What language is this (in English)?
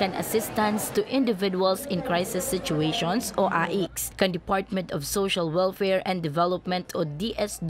Bikol